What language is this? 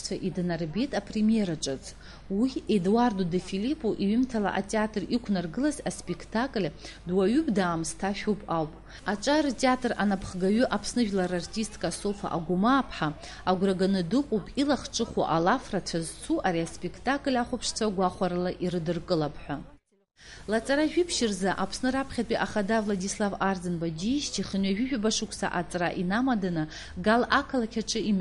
Abkhazian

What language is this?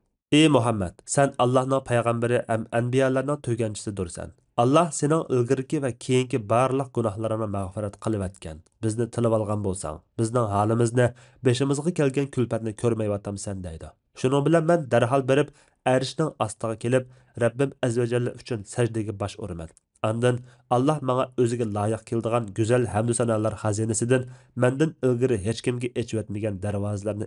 Uyghur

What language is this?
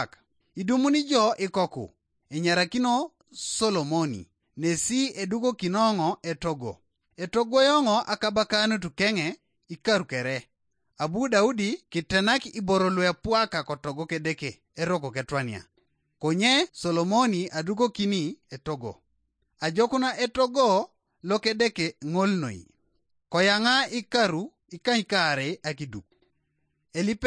Teso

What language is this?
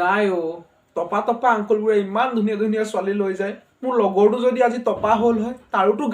Assamese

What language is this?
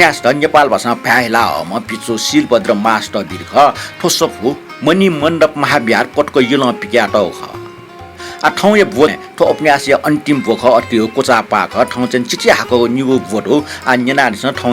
Newari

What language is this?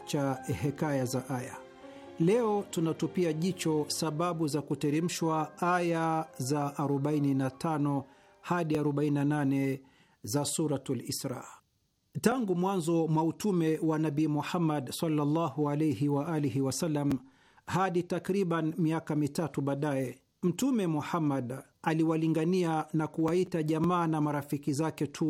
Swahili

